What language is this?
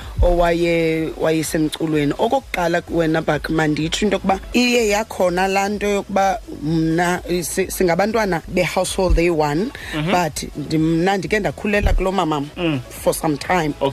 Xhosa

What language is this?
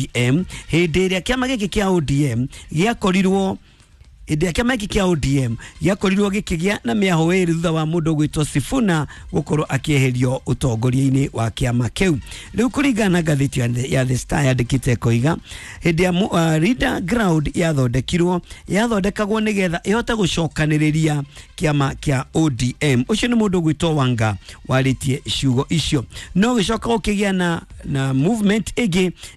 Kikuyu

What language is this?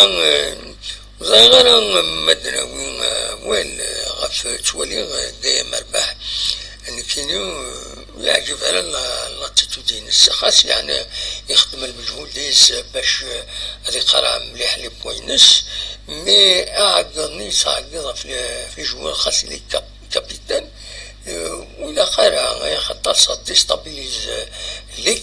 Kabyle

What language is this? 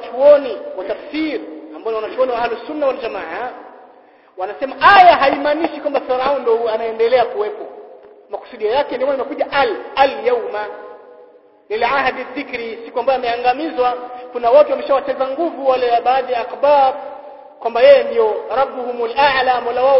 Swahili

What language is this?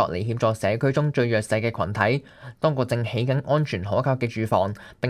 Cantonese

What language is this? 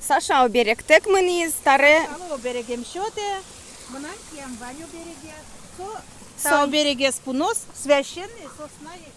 Udmurt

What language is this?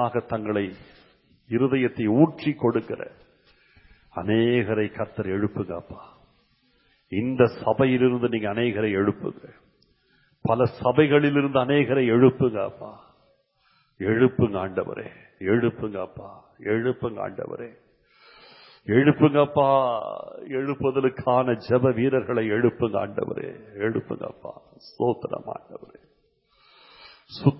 Tamil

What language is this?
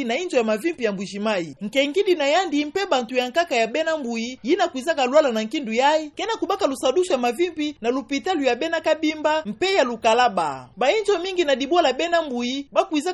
Kituba (Democratic Republic of Congo)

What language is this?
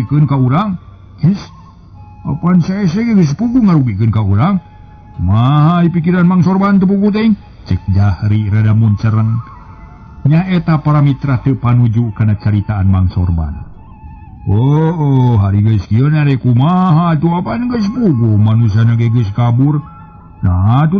Sundanese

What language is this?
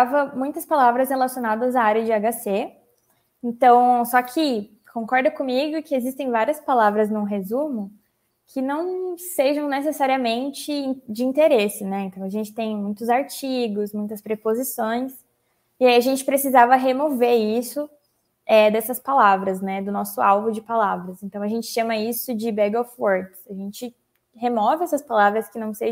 Portuguese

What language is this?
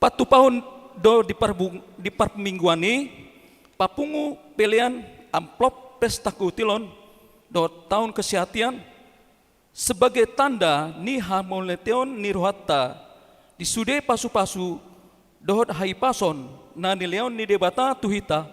Batak Toba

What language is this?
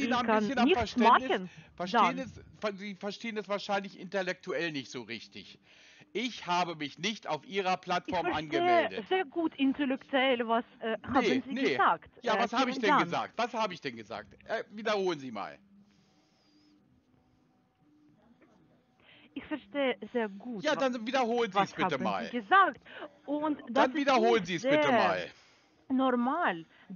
German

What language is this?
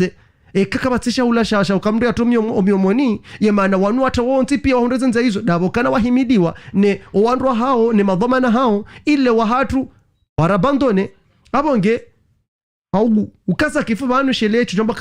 Ngazidja Comorian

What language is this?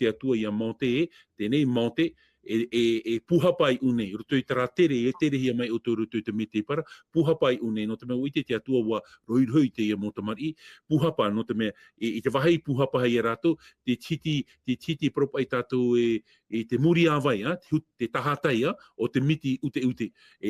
Tahitian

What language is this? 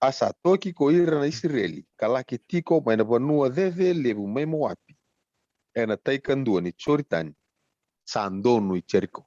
Fijian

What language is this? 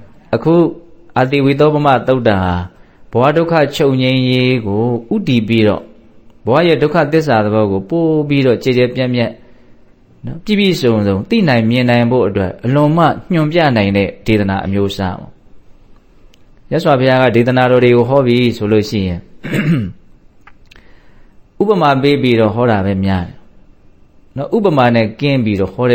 Burmese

